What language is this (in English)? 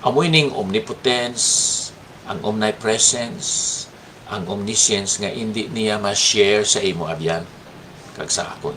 Hiligaynon